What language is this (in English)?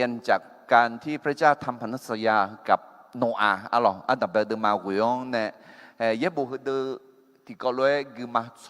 Akha